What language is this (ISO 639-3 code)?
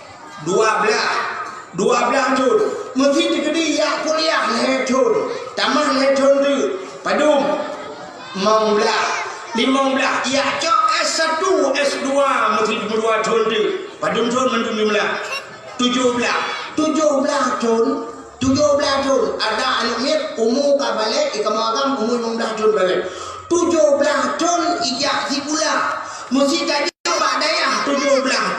ace